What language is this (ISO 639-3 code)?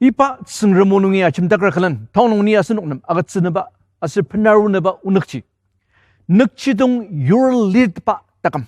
njo